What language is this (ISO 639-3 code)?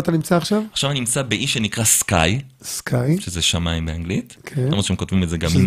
heb